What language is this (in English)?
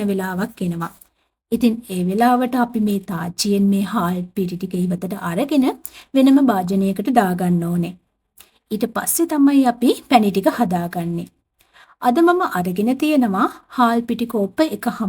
Sinhala